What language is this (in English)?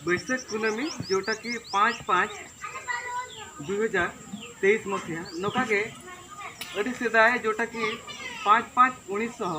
Santali